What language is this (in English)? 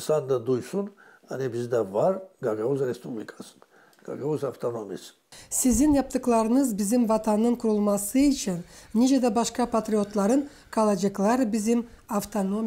Gagauz